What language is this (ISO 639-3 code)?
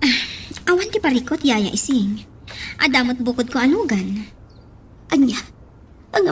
ilo